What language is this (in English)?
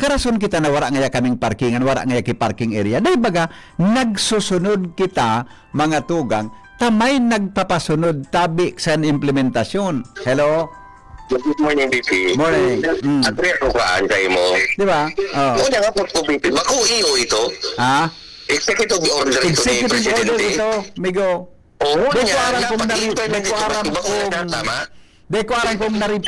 Bikol